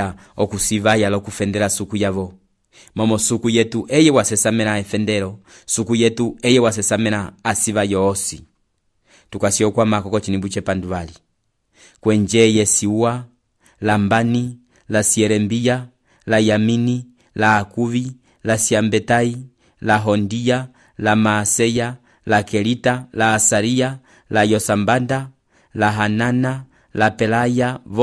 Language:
Umbundu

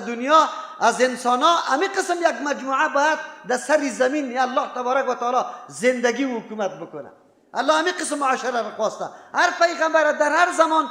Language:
Persian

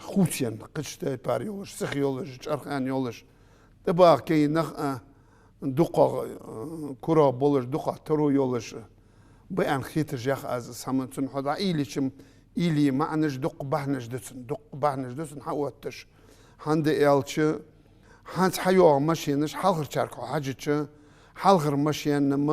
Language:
Ingush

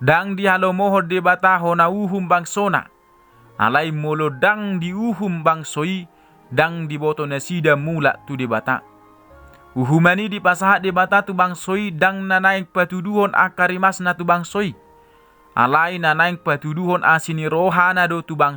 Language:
Batak Toba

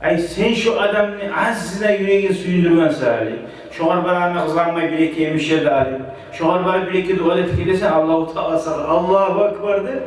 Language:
Kumyk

